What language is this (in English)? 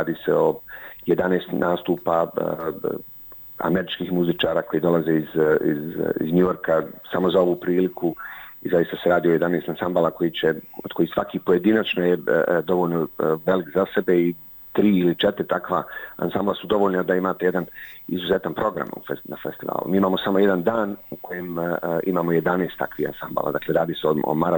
Bosnian